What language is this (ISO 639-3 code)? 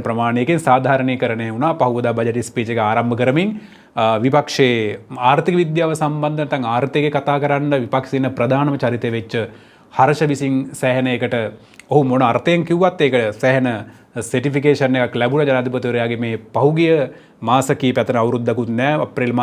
sin